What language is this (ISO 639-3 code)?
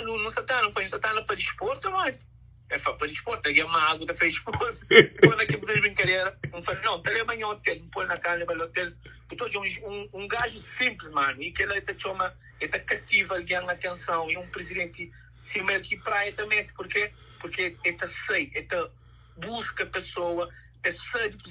kea